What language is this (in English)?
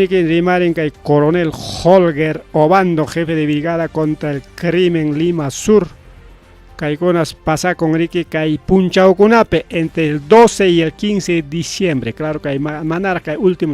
Ayacucho Quechua